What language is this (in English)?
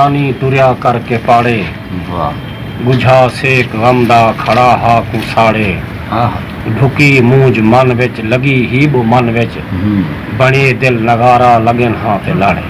Saraiki